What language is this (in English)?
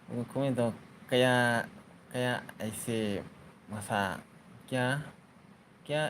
Manipuri